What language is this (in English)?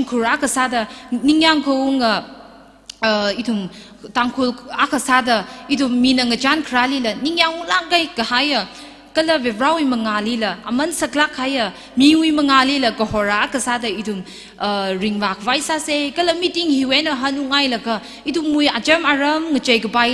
Tangkhul Naga (India)